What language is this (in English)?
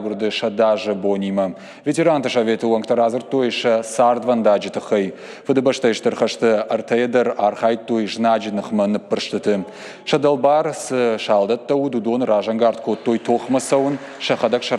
Ossetic